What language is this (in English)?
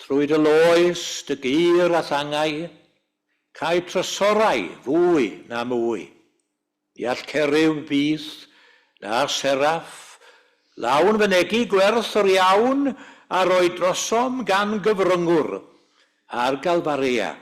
Welsh